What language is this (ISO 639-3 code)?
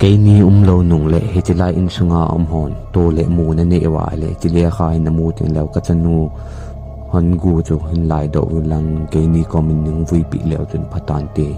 tcz